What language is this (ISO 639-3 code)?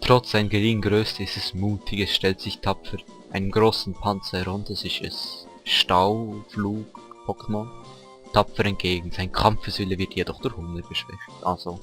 gsw